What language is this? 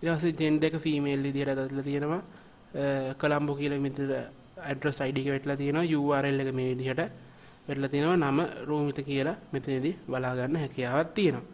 Sinhala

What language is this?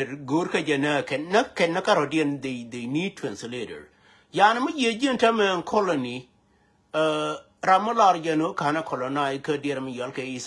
Nuer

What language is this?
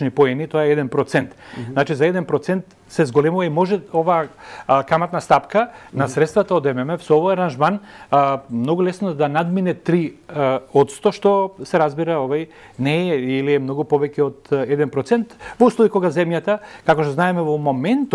Macedonian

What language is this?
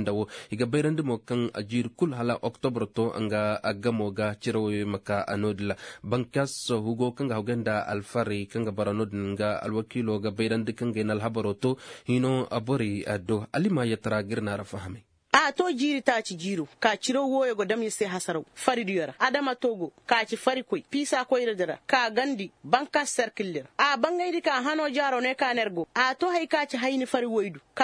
Koyraboro Senni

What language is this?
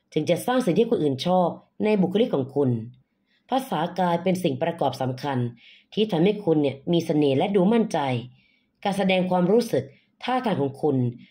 Thai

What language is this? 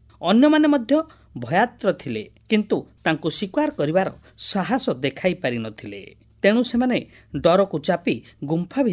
Odia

